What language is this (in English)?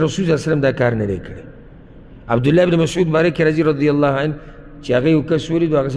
Pashto